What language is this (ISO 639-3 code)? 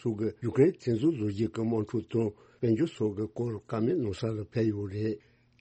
bod